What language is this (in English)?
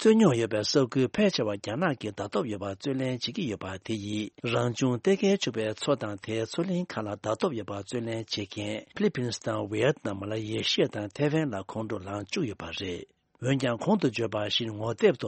Tibetan